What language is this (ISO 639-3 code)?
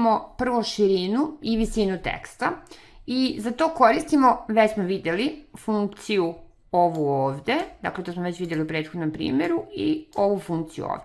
srp